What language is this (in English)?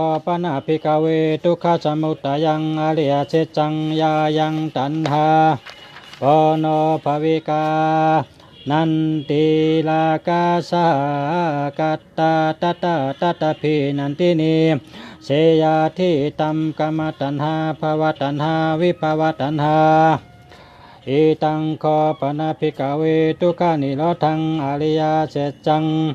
Shan